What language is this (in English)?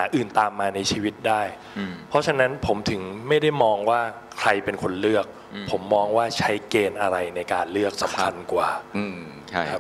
Thai